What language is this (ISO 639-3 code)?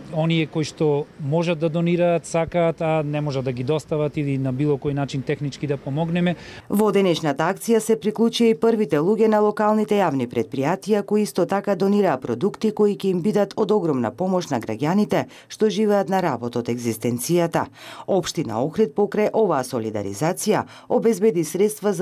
mkd